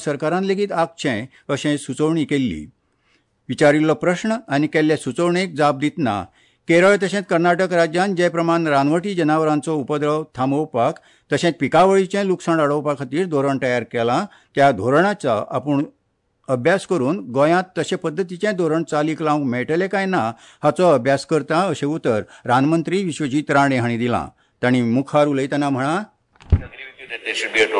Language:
Konkani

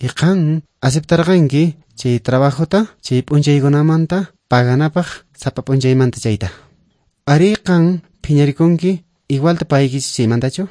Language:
Quechua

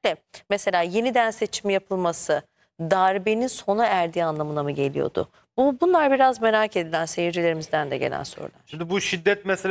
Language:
Turkish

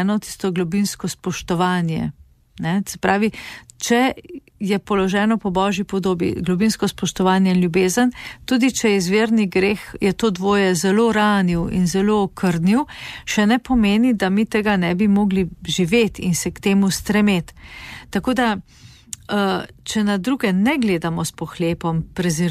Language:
Slovenian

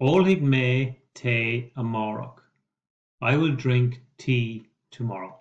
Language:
Irish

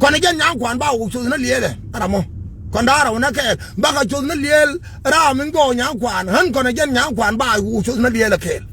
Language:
Nuer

